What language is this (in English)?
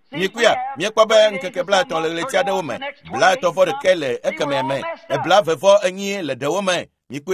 Ewe